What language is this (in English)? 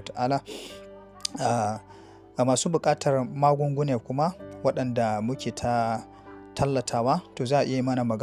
Hausa